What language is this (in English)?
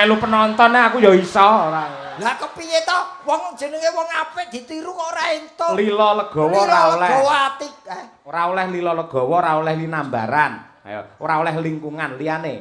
Javanese